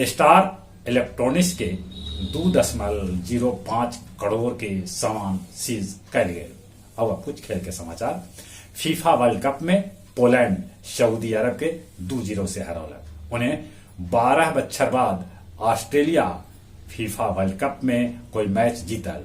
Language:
Magahi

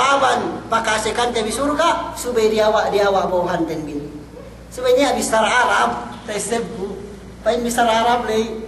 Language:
Yakan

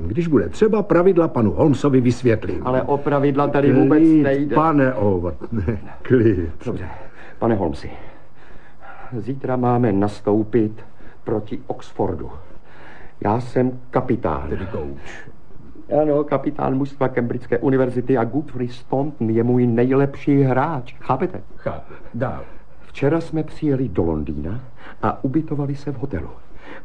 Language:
Czech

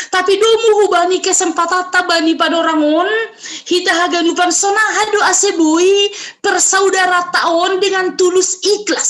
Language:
Batak Simalungun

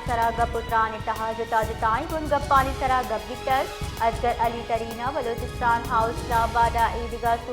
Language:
Baluchi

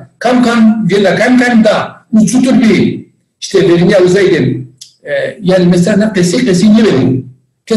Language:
Zaza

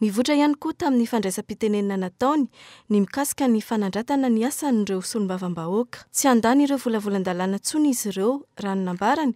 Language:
Malagasy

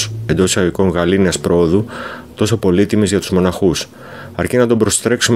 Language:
Greek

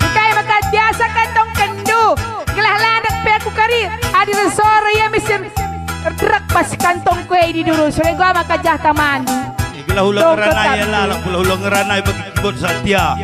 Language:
Batak Karo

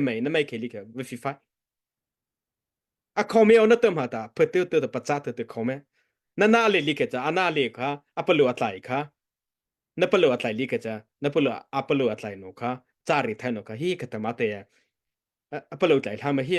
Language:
Mara Chin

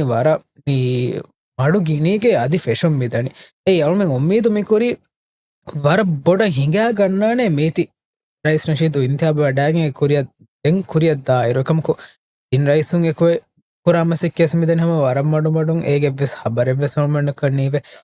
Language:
Divehi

